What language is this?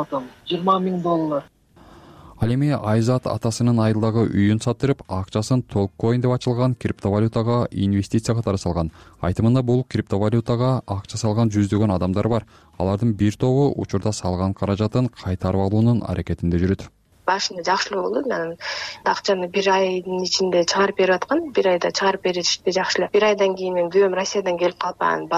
Kyrgyz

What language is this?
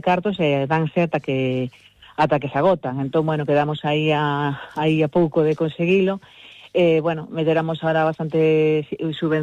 Galician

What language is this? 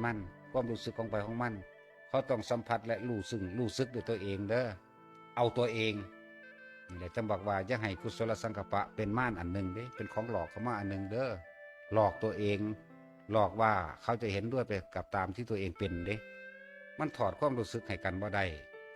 Northeastern Thai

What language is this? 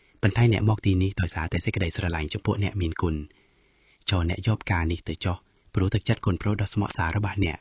Khmer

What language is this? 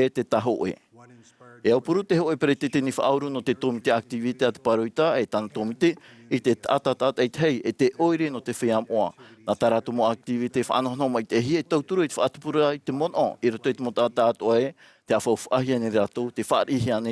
Tahitian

